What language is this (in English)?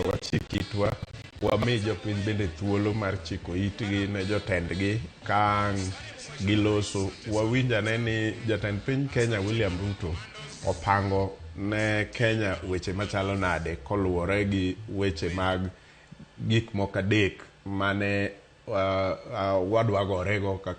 Luo (Kenya and Tanzania)